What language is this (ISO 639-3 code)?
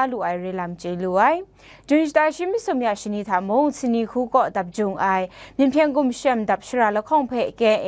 kac